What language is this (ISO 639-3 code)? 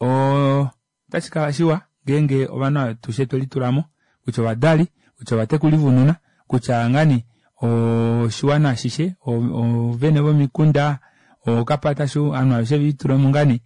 kua